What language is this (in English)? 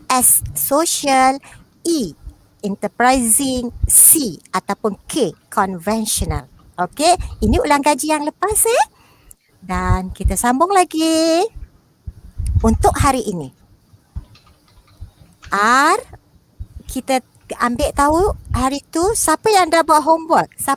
Malay